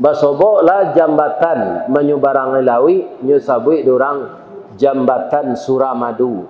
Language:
Minangkabau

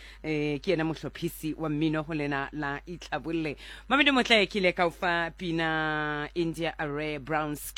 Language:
Southern Sotho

